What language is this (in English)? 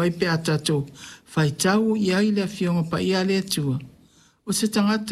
Samoan